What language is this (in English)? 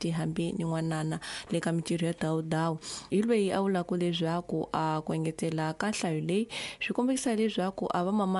Tsonga